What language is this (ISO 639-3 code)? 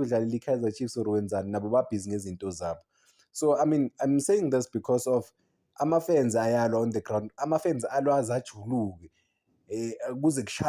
zul